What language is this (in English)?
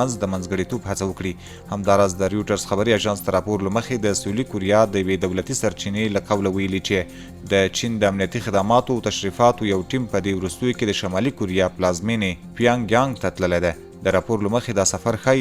Pashto